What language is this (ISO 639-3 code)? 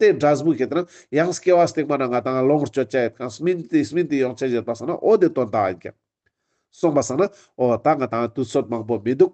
lbj